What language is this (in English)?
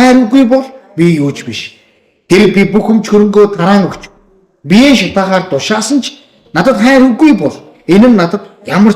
Mongolian